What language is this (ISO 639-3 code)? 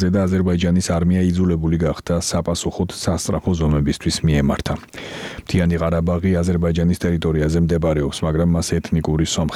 kat